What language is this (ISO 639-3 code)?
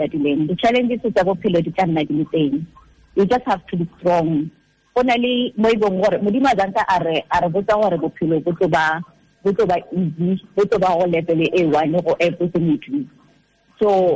tsn